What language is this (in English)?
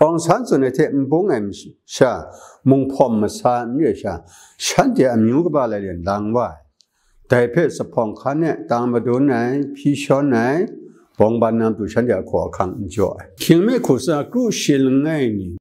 Kachin